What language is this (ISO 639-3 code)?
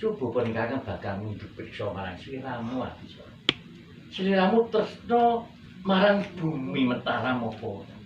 jav